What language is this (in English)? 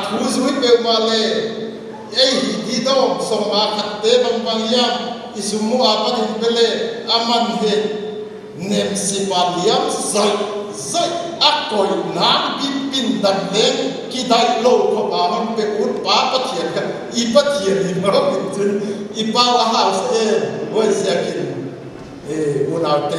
Paite Chin